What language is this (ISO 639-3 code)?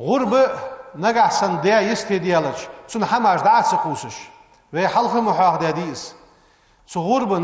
inh